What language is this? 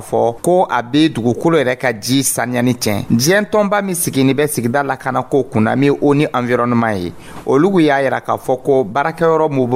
Dyula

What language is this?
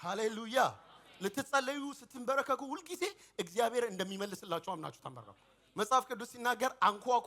Amharic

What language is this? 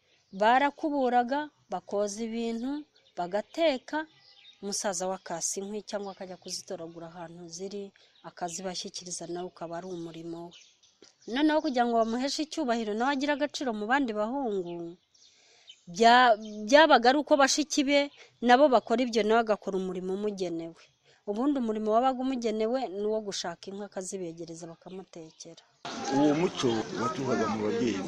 Kinyarwanda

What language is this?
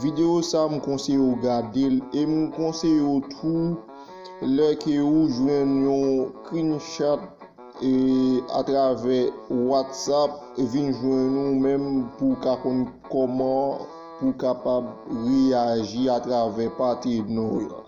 Haitian Creole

